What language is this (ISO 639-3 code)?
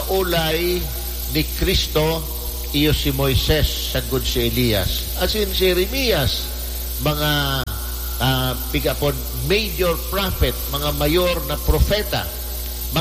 bik